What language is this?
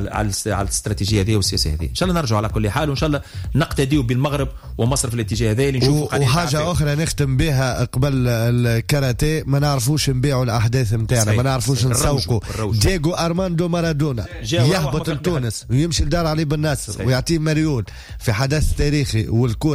Tunisian Arabic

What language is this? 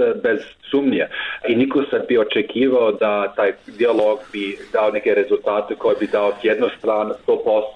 Serbian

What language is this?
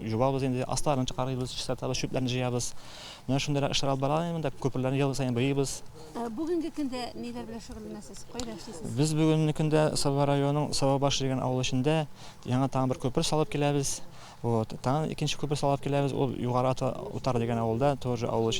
Tatar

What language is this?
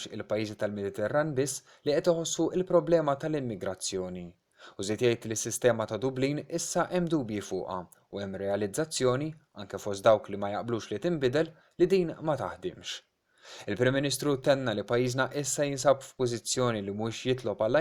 Maltese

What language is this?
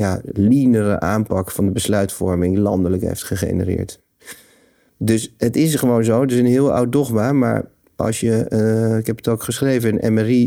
Dutch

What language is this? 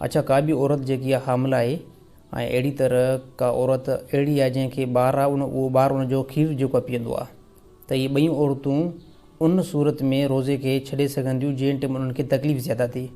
Sindhi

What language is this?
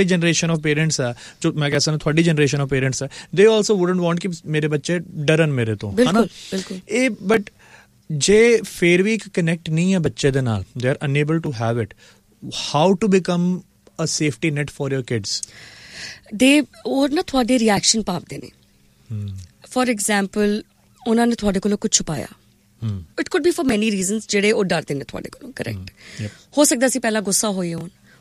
Punjabi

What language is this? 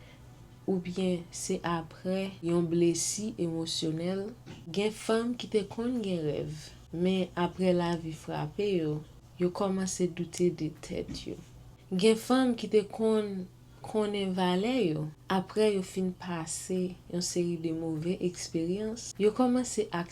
Haitian Creole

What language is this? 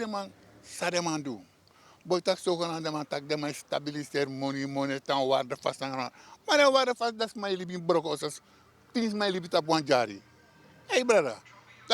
Sranan Tongo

